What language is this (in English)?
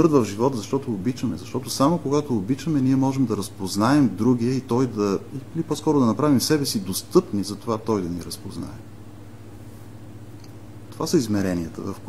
Bulgarian